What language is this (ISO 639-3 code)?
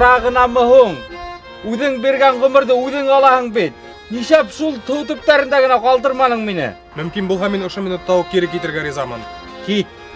bak